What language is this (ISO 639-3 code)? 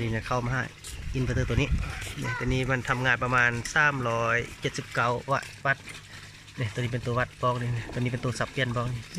lao